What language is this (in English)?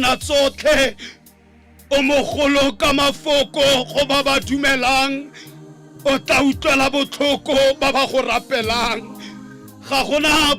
Tswana